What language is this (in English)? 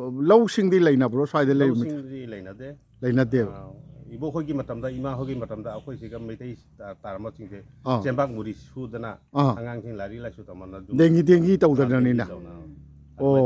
Manipuri